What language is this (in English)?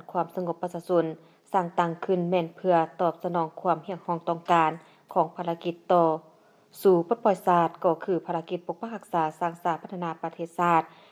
Lao